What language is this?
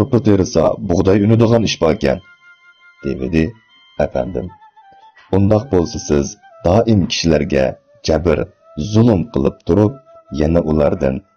Uyghur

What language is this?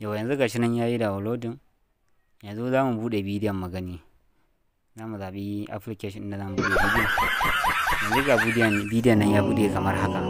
Hausa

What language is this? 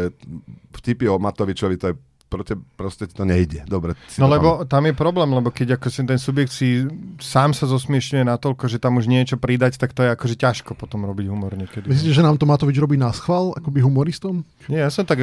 Slovak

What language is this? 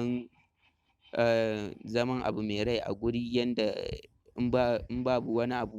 Hausa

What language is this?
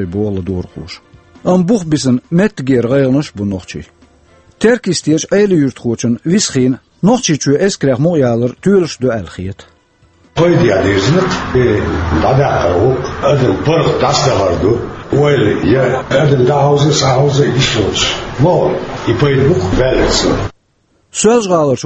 Chechen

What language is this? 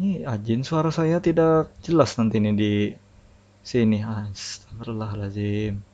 Banjar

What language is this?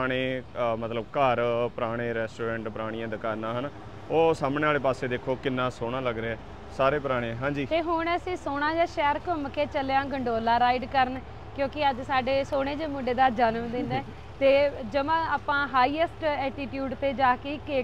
Punjabi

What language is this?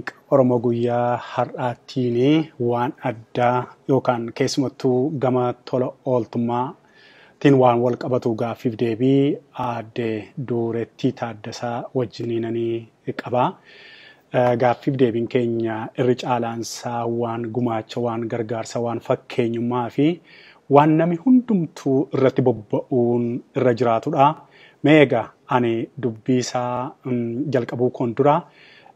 Oromo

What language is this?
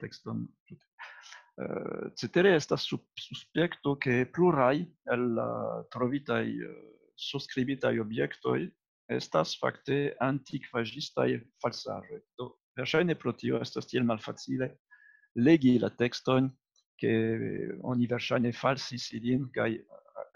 Esperanto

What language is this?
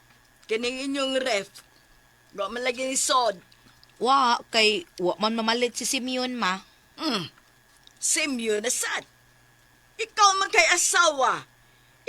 Cebuano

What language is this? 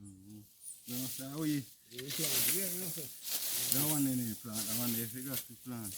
Jamaican Creole English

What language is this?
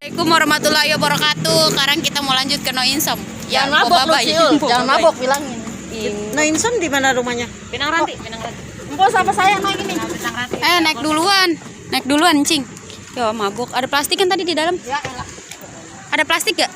Betawi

